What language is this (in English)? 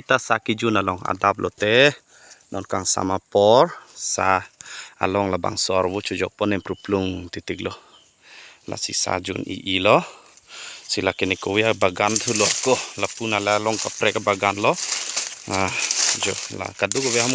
Karbi